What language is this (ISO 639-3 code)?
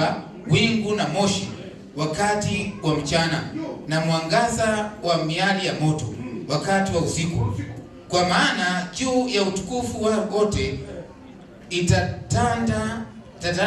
swa